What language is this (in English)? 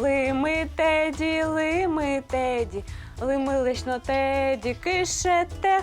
Udmurt